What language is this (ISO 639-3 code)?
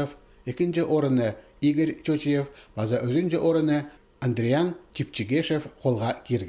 kjh